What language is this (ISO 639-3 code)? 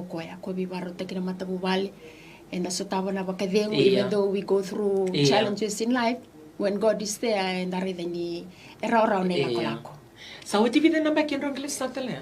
fij